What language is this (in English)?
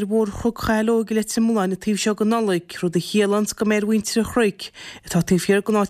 Irish